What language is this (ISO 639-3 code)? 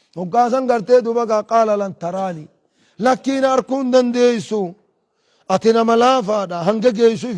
orm